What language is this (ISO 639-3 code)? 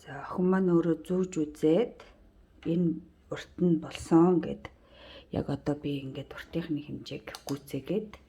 mon